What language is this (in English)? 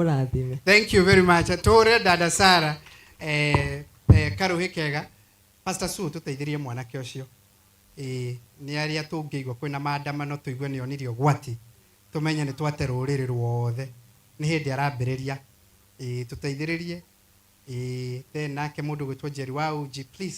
Kikuyu